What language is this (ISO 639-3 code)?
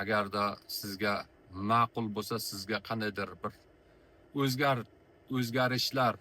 uzb